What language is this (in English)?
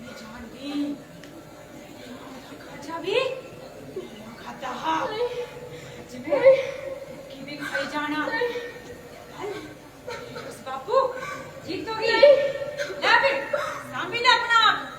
Dogri